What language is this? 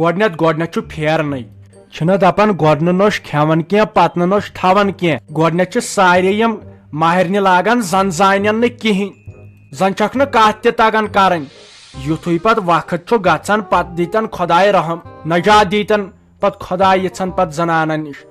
Kashmiri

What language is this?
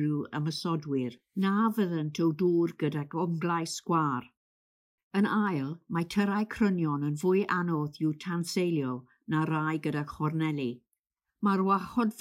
Welsh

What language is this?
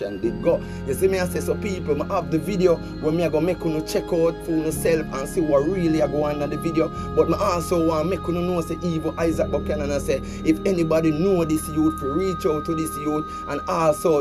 Jamaican Creole English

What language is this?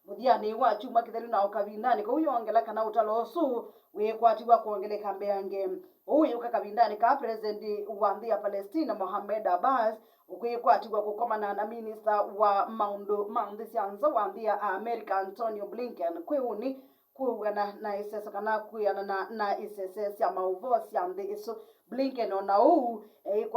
Kamba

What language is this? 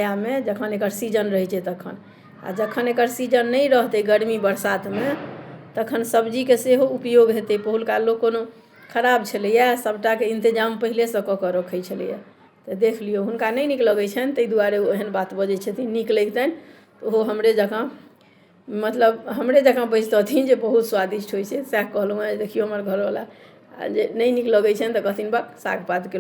Maithili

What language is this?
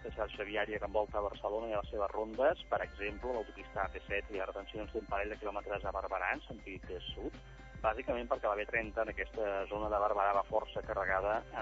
Catalan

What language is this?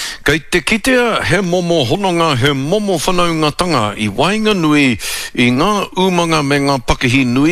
Māori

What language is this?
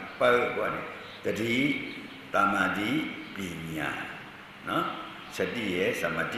Shan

